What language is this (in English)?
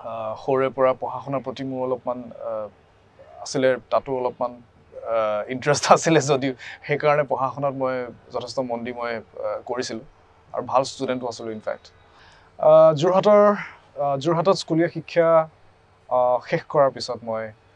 Assamese